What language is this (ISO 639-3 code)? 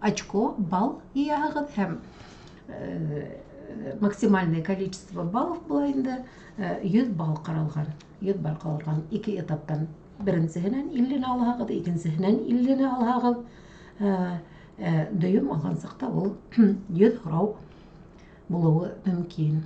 bak